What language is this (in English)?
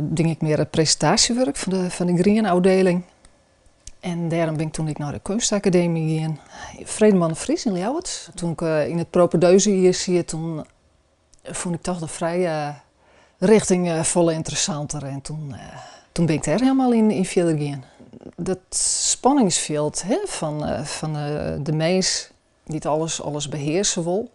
Western Frisian